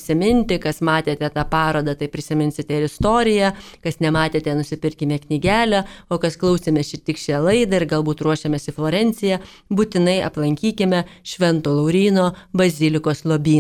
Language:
Lithuanian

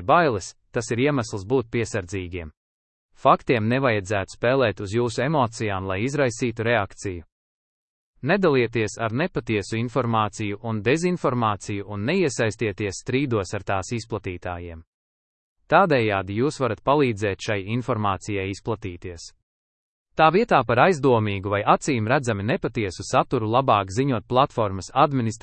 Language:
Latvian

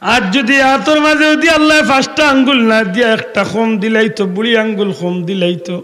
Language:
Sylheti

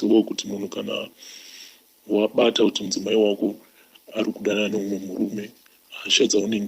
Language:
Shona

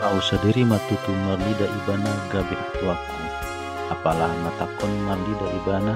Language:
Batak Toba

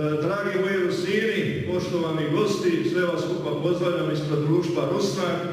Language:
Rusyn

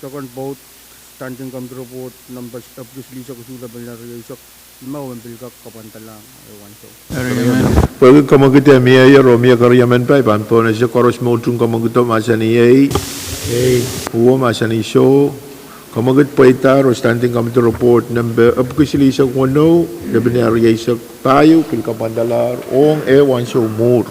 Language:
Pohnpeian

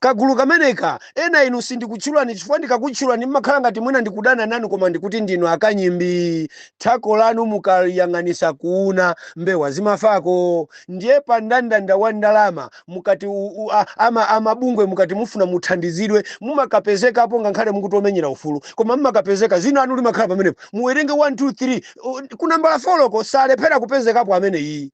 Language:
Nyanja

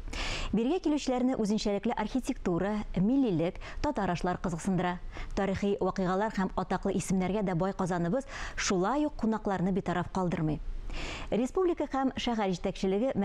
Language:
Tatar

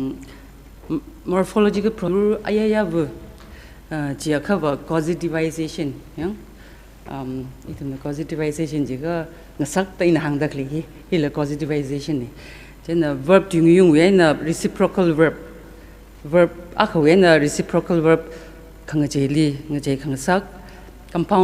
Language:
Tangkhul Naga (India)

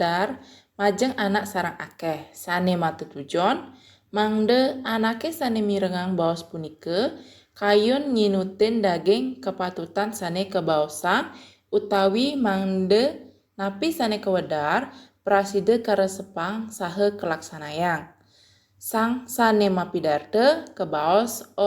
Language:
Balinese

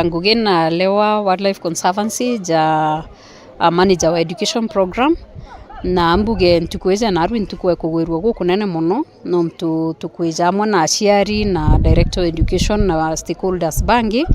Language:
Meru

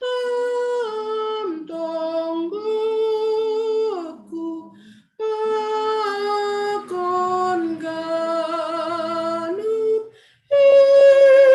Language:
Batak Simalungun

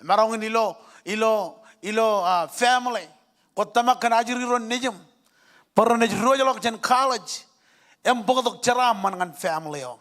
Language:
Marshallese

